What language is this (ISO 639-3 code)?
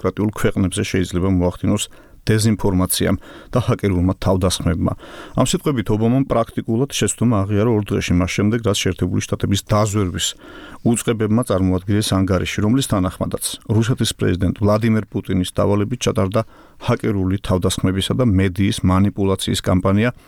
kat